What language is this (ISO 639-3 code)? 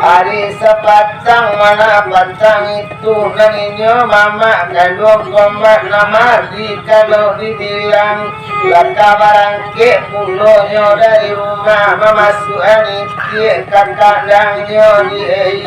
min